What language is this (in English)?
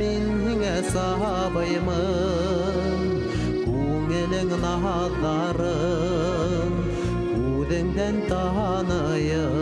Bashkir